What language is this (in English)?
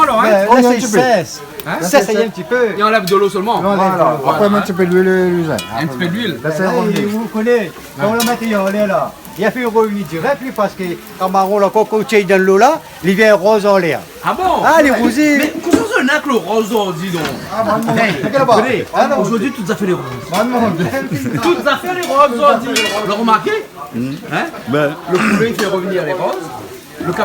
Réunion Creole French